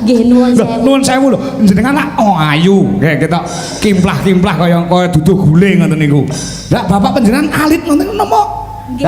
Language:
Javanese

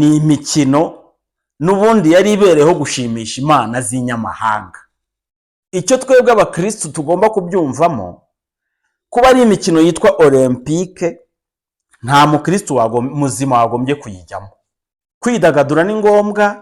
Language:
Kinyarwanda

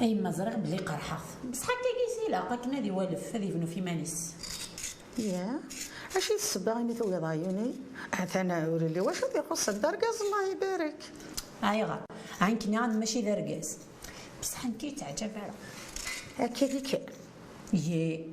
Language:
Kabyle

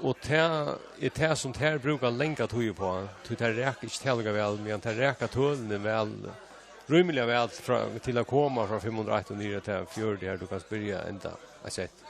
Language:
Faroese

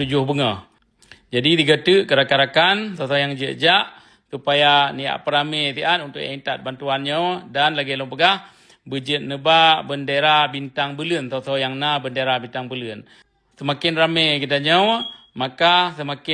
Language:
Achinese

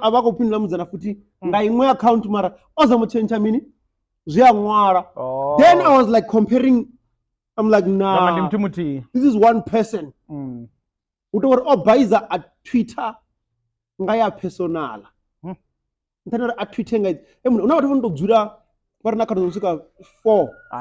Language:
Venda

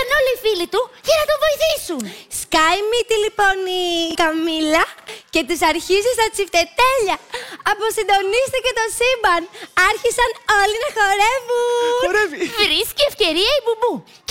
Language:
Greek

